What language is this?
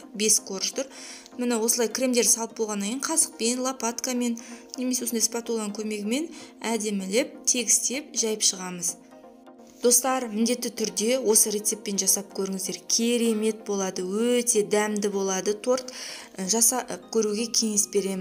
Kazakh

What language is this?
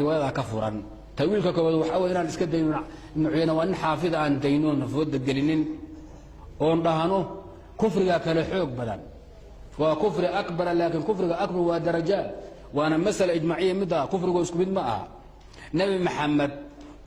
Somali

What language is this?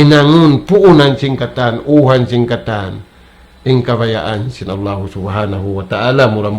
Tausug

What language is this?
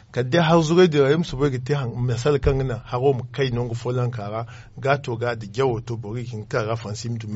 Zarma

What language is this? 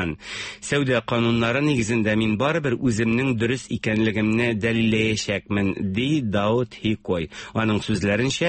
Tatar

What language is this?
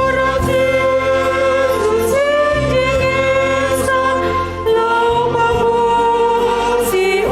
Batak Simalungun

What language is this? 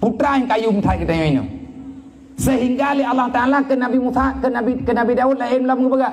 Achinese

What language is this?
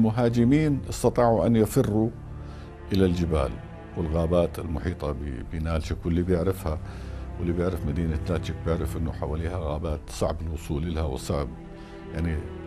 North Levantine Arabic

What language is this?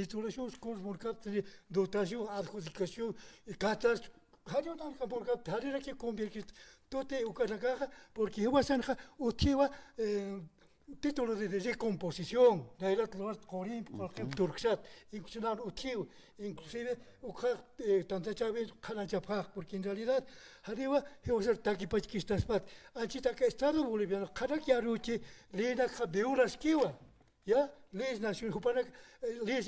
Aymara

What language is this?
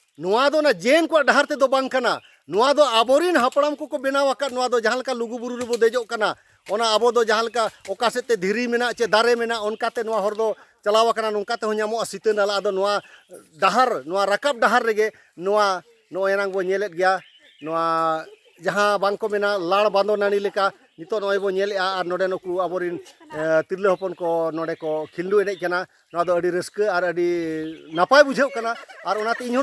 Santali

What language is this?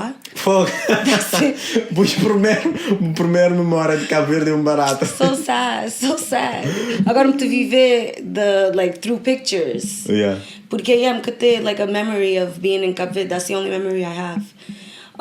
Kabuverdianu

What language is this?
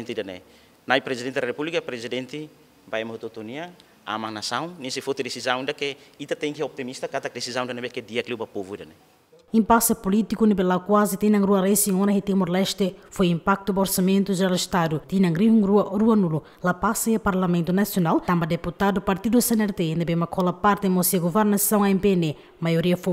Tetum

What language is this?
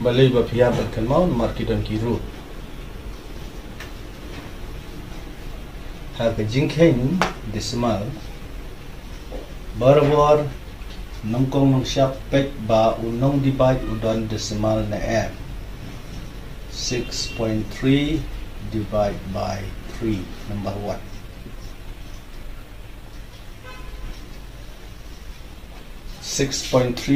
Khasi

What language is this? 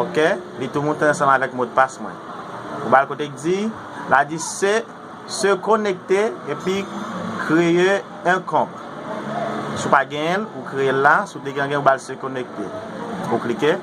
Haitian Creole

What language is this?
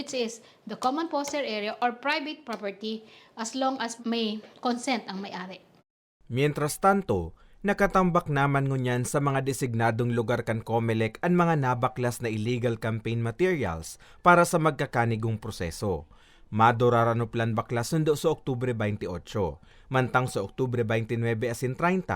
Bikol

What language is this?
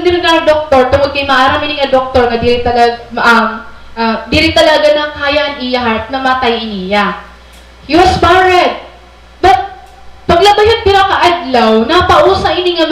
Waray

